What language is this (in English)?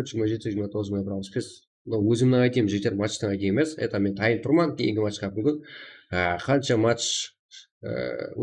Kara-Kalpak